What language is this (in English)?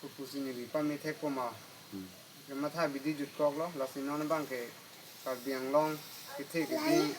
Karbi